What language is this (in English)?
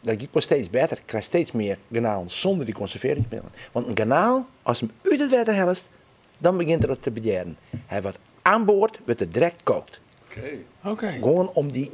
Western Frisian